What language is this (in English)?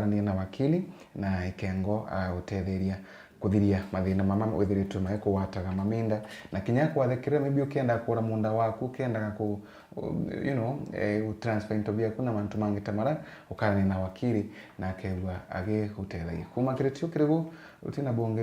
Meru